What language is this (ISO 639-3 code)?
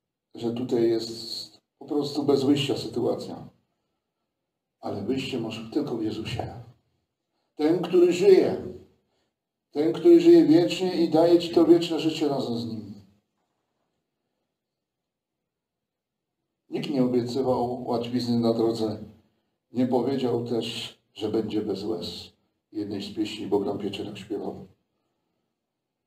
pol